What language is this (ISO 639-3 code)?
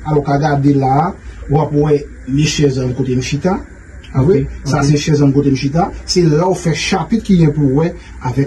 hat